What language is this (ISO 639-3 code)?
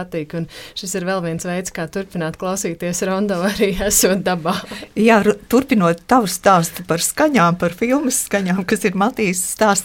lav